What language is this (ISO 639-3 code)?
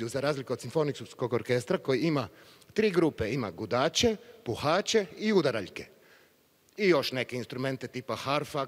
hrv